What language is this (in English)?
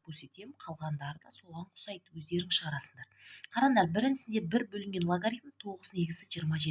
Kazakh